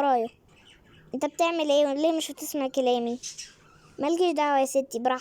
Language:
Egyptian Arabic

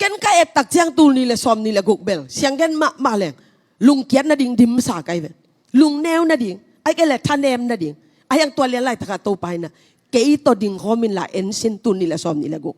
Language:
Tedim Chin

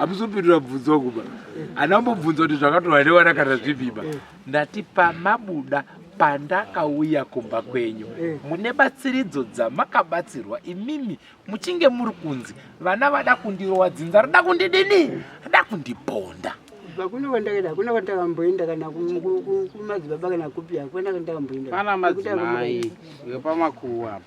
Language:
Shona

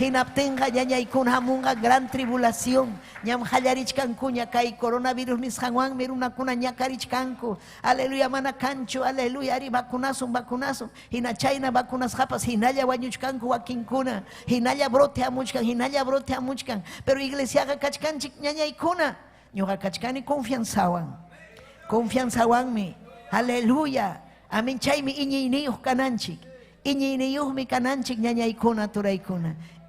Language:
Ayacucho Quechua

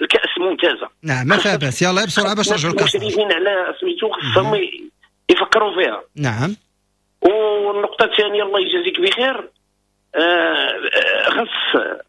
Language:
Moroccan Arabic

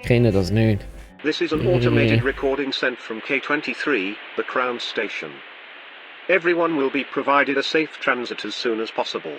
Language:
Swiss German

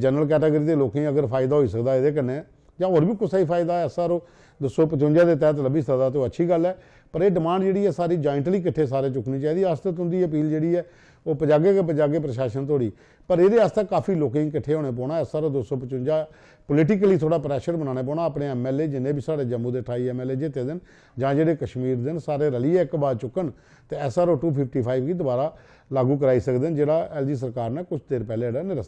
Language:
Dogri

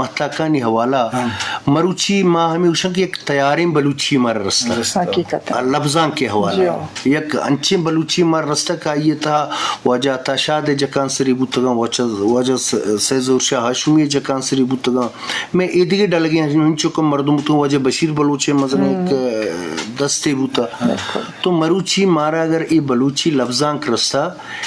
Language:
Eastern Balochi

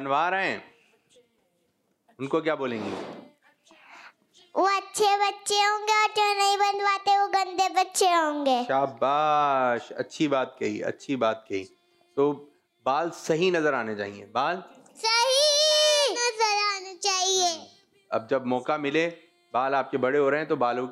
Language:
Hindi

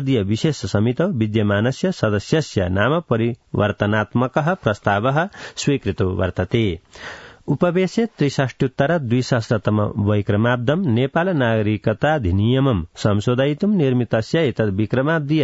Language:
Sanskrit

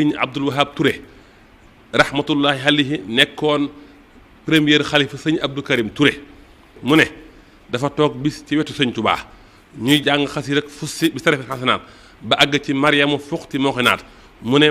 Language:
Wolof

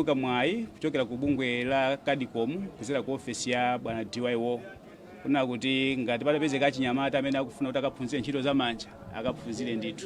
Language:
Nyanja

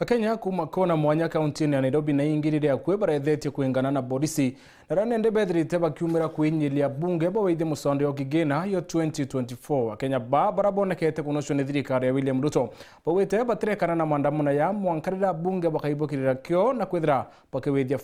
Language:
Meru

